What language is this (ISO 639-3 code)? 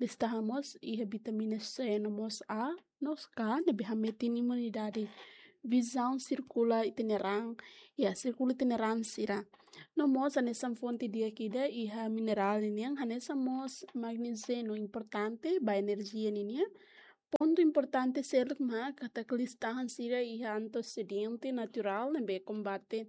tet